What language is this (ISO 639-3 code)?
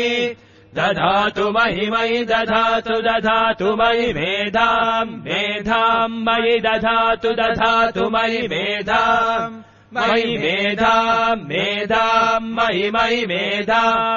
san